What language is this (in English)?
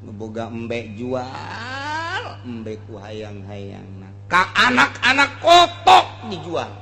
Sundanese